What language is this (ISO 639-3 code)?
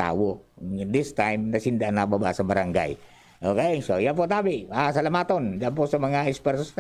bik